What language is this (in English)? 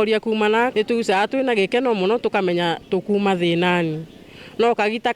Meru